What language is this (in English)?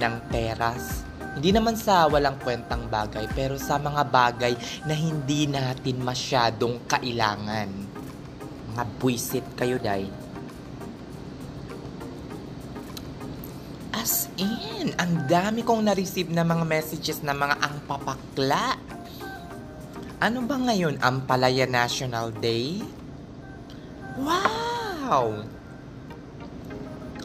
Filipino